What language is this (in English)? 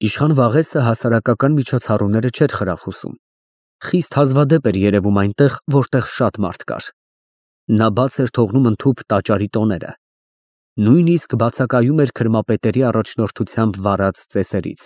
Armenian